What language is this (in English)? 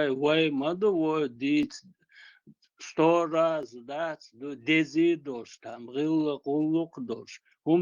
Chechen